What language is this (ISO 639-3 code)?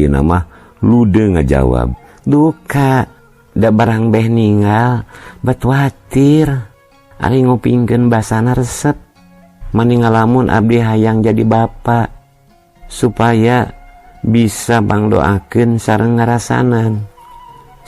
sun